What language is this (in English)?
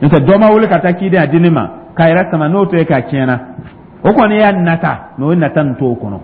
Dyula